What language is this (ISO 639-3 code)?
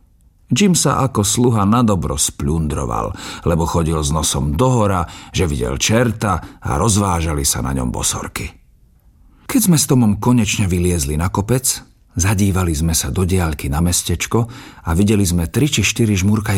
slk